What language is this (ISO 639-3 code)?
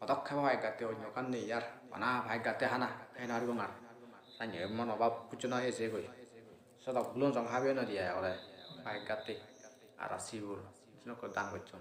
asm